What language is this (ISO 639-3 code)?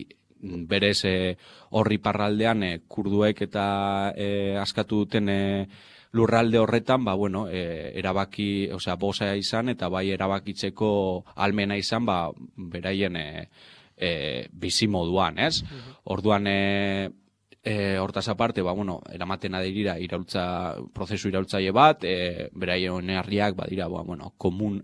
eus